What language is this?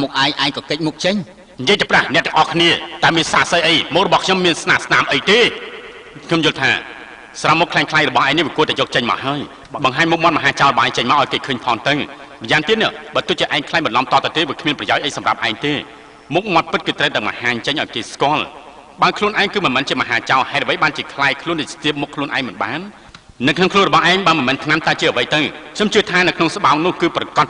Khmer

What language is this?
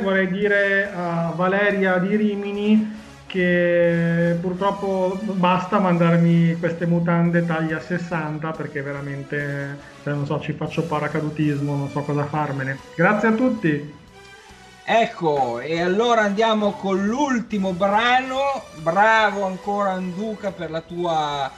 Italian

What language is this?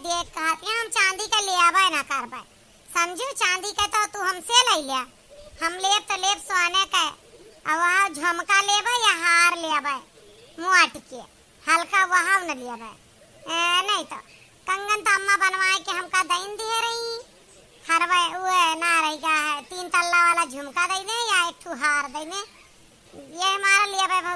Awadhi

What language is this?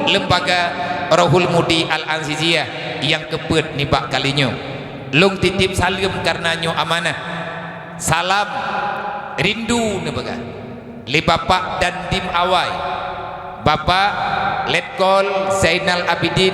Achinese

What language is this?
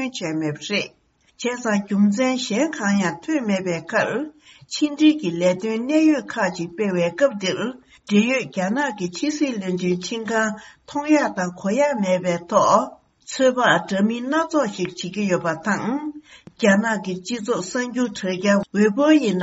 Tibetan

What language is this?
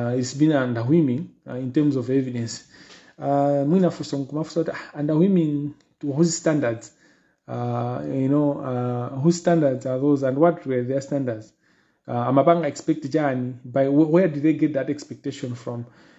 Nyanja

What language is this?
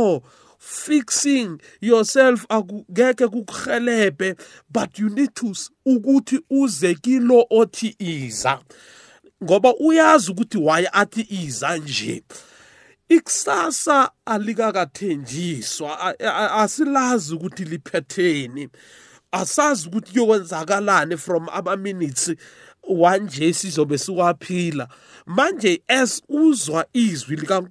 South Ndebele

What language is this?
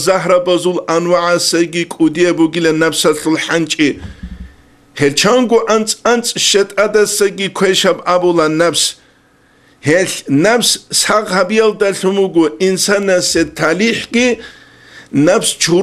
Avaric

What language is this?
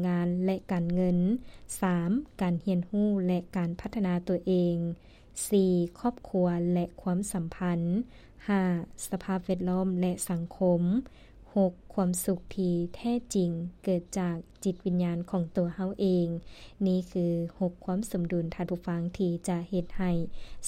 Lao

